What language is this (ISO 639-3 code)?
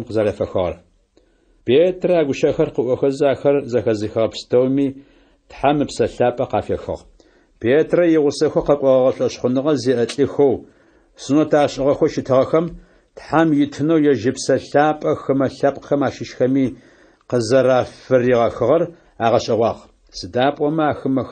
ady